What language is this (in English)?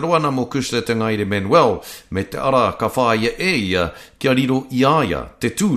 Māori